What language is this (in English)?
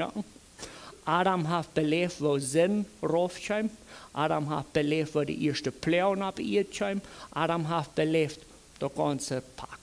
Plautdietsch